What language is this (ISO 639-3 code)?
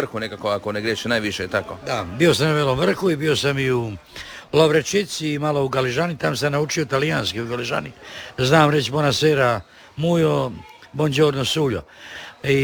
hrv